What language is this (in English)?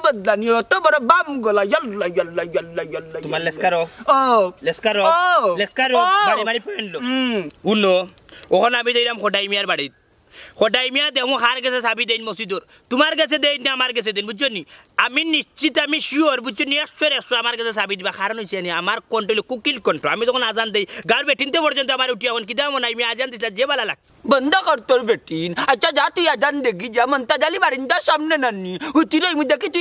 Sylheti